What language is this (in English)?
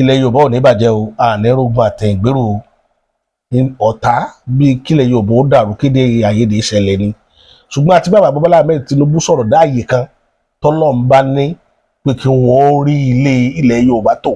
Yoruba